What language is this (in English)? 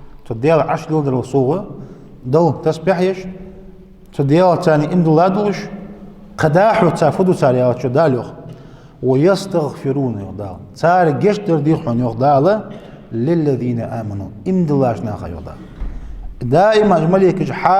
Ingush